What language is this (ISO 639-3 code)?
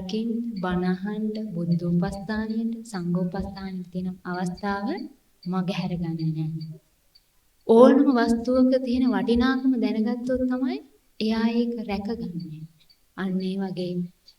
sin